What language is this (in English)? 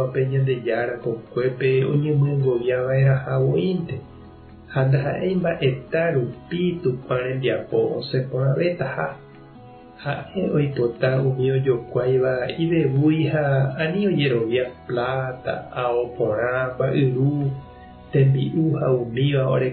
Guarani